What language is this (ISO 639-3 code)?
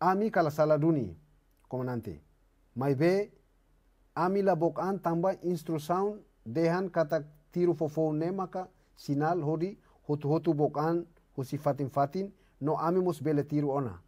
tet